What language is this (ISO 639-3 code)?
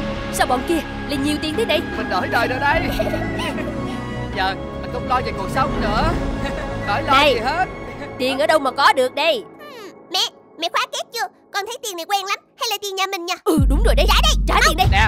vie